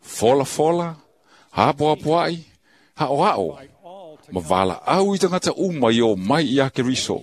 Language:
Samoan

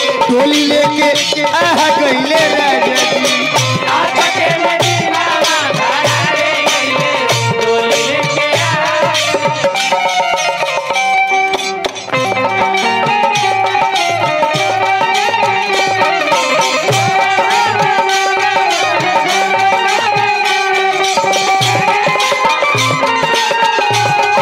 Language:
Bhojpuri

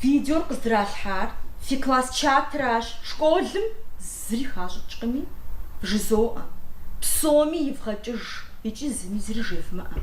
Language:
Kabardian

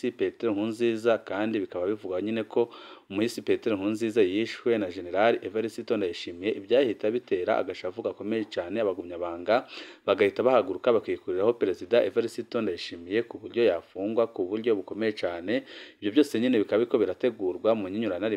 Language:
Rundi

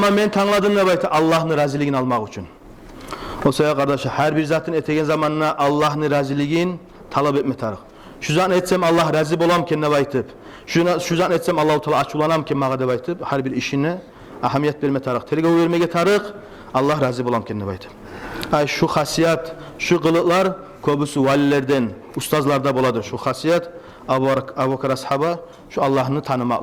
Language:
Kumyk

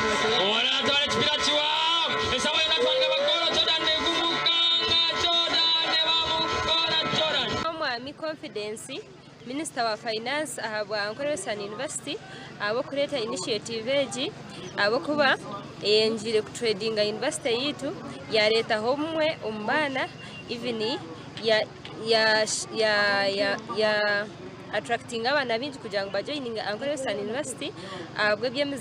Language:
Nyankole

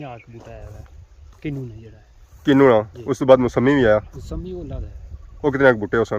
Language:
Pahari-Potwari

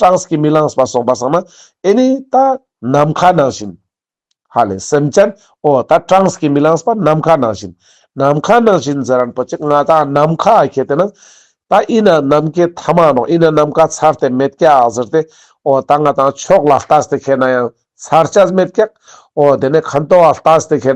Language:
Ladakhi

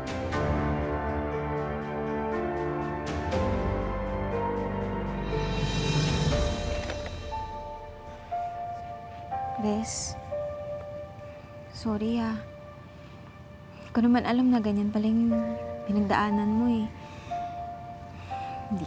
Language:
Filipino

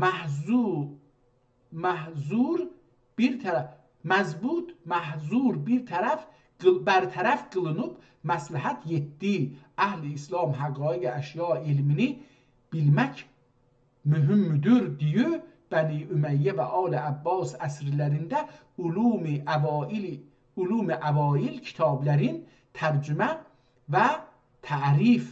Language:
South Azerbaijani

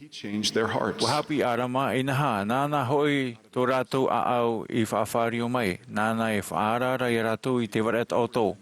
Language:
Tahitian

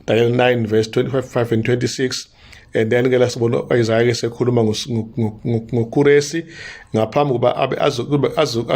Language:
Zulu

